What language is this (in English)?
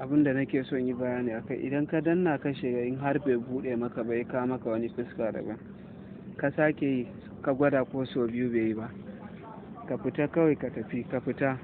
Hausa